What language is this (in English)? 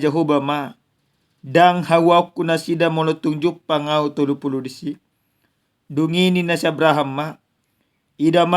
Batak Toba